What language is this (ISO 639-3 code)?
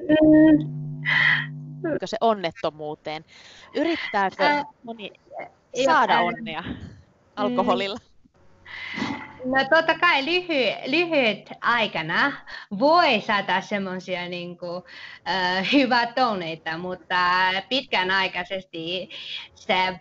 fin